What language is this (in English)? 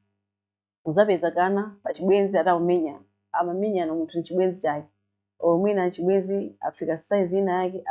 Nyanja